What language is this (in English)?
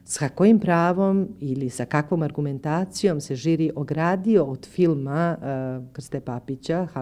Serbian